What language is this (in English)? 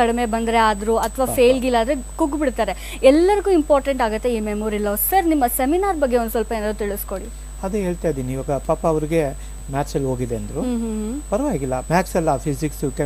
Kannada